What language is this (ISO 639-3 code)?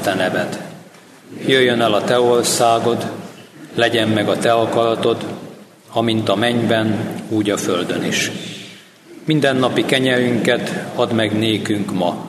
hun